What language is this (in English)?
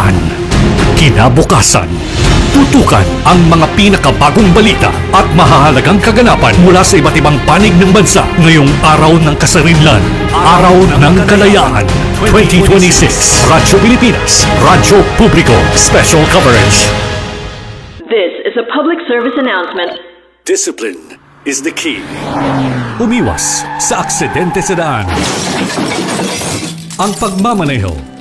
Filipino